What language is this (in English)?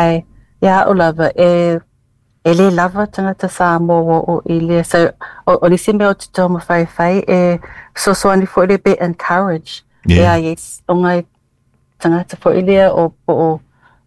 Samoan